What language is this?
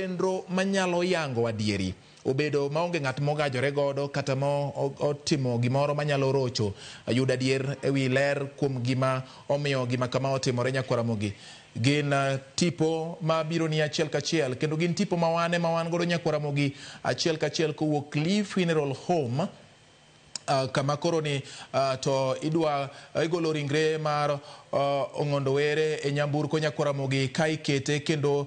Luo (Kenya and Tanzania)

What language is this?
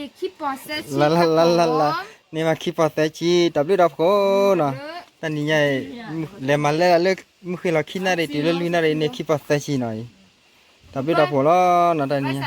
S'gaw Karen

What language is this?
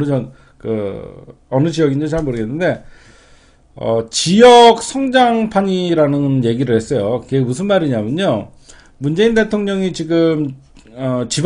Korean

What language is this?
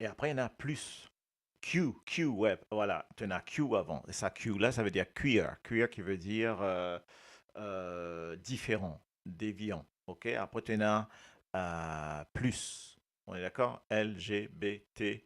Morisyen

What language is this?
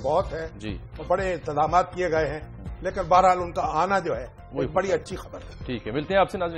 Urdu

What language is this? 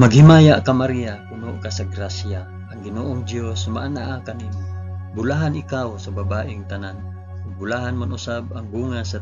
Cebuano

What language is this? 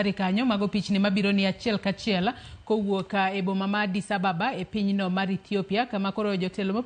Luo (Kenya and Tanzania)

